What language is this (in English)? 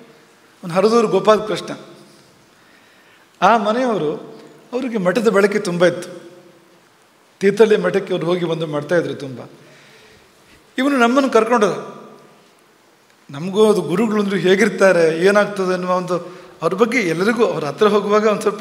Kannada